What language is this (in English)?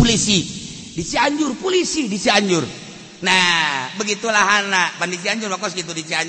Sundanese